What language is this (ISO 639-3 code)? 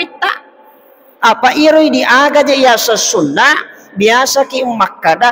bug